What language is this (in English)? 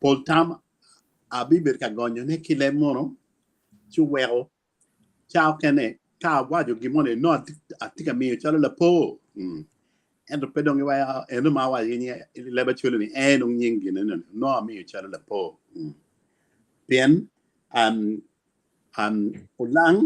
Acoli